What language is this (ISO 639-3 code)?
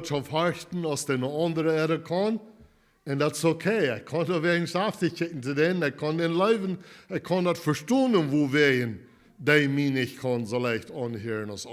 pdt